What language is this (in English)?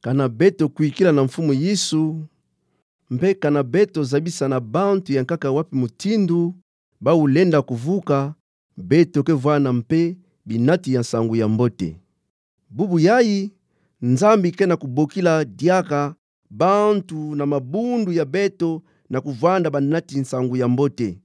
Kituba (Democratic Republic of Congo)